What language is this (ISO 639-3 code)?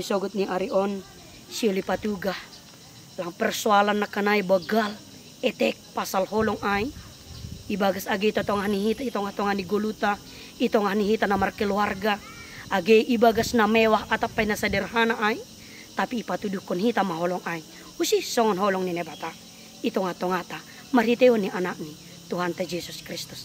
bts